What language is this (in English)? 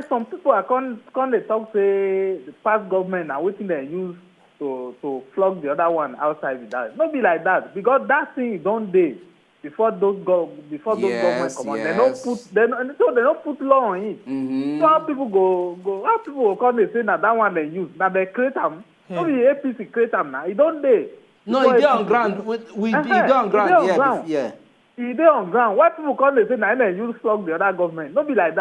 Nigerian Pidgin